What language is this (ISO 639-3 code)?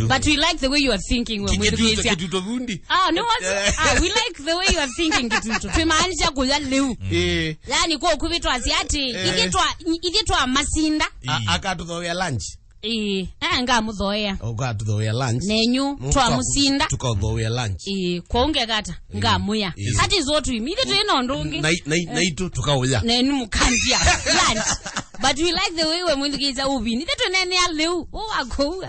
kam